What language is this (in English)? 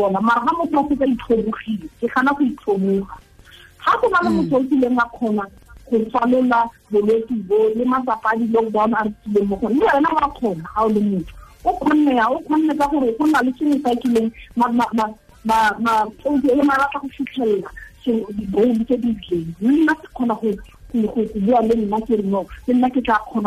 Tswana